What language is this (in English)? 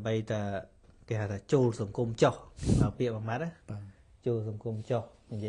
Khmer